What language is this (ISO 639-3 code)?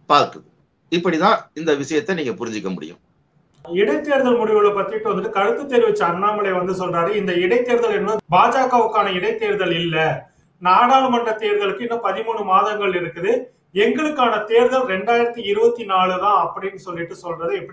tam